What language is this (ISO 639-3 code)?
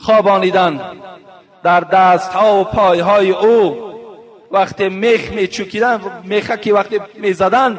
tgk